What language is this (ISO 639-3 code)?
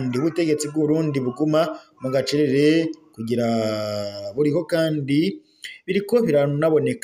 run